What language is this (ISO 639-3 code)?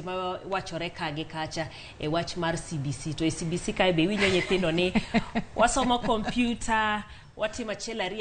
luo